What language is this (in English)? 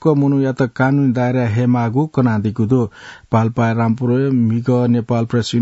Newari